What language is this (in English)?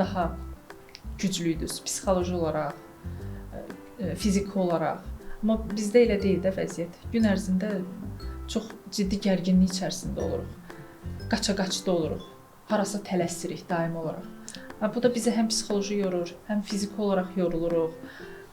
Azerbaijani